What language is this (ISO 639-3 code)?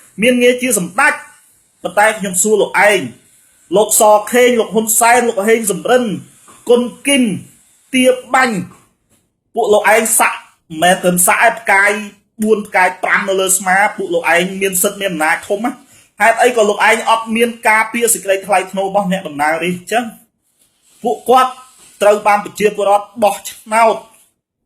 khm